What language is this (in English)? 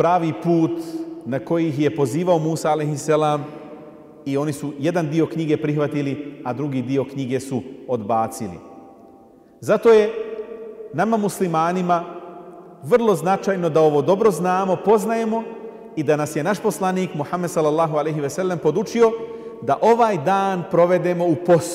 Bosnian